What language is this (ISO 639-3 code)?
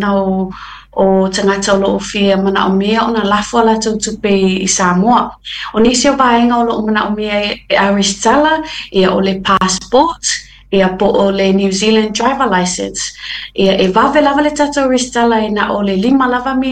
smo